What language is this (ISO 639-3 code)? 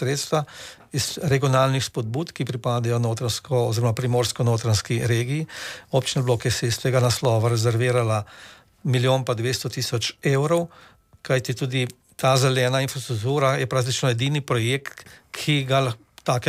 slv